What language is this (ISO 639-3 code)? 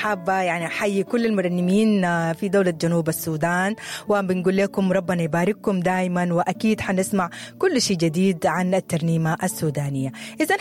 apd